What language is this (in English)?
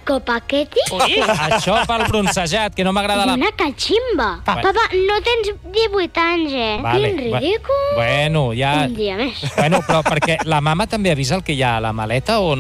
Catalan